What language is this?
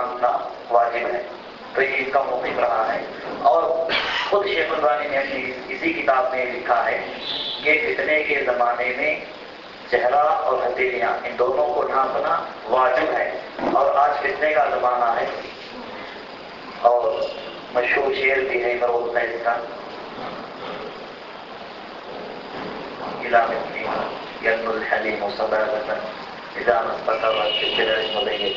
Urdu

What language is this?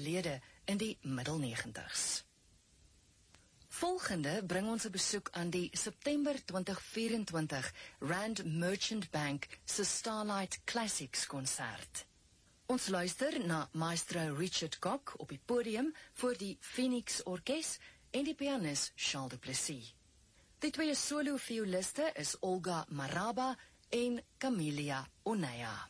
Afrikaans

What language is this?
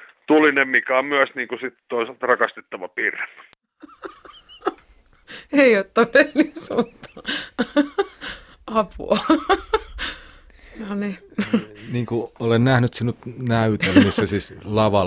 Finnish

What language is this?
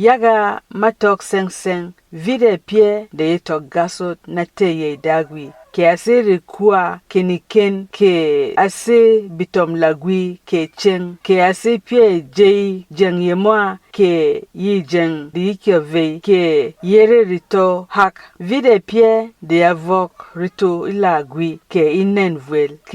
Berom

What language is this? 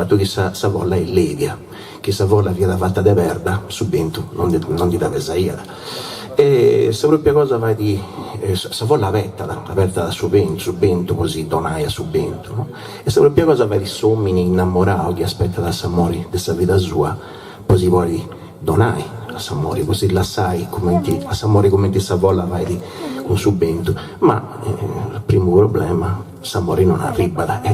Sardinian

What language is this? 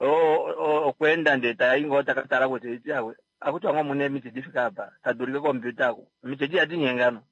Kuanyama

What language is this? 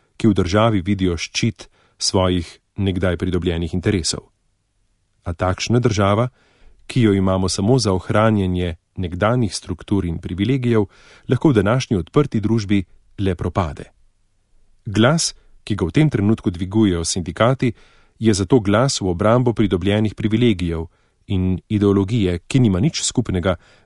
Slovenian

